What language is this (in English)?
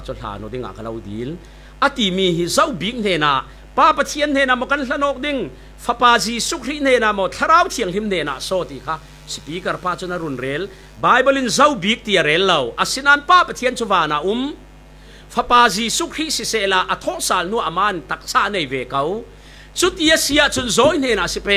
Falam Chin